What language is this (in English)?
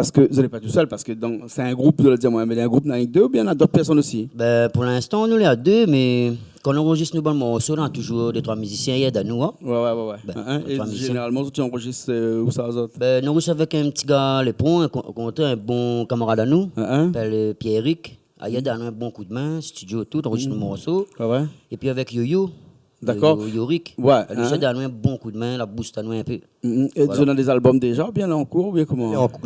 Réunion Creole French